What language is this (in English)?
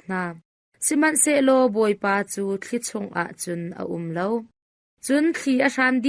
Hakha Chin